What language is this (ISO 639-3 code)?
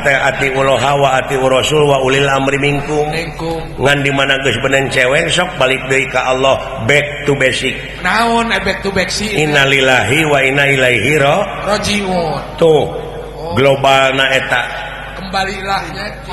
sun